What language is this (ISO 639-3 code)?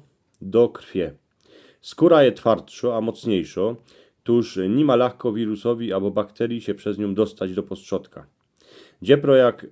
szl